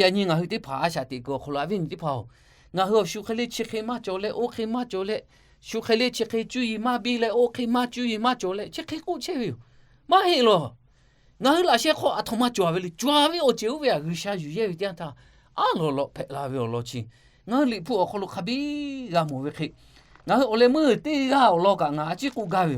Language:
Lahu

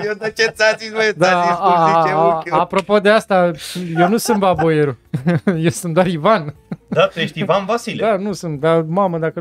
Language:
Romanian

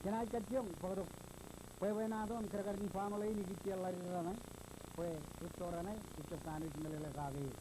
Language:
Marshallese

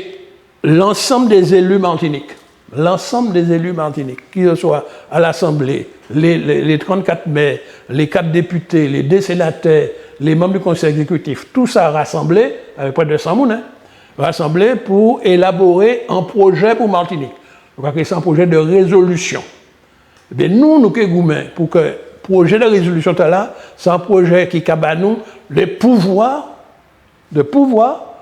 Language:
Guadeloupean Creole French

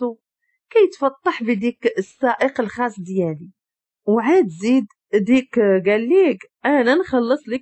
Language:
Moroccan Arabic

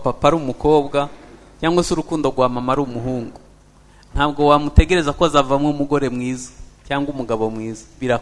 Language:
Kinyarwanda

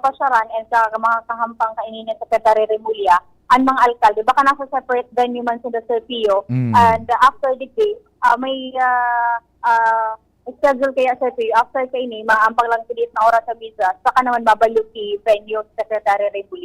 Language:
Bikol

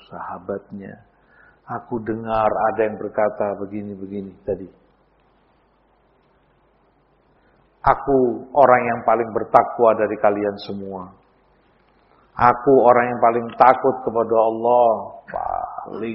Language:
Indonesian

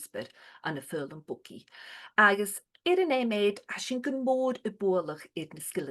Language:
Scottish Gaelic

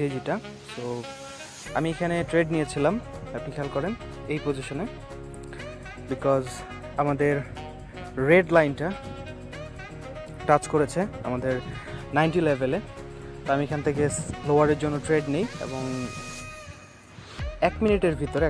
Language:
Bangla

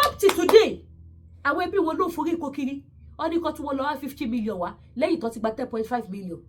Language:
Yoruba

